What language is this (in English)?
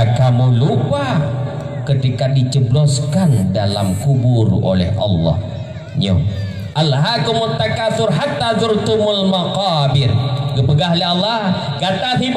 Achinese